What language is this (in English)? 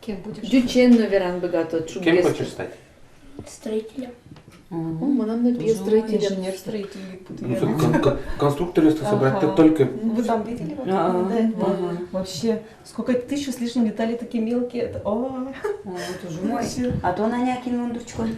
Udmurt